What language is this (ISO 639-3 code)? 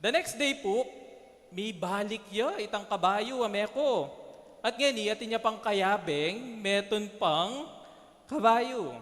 pam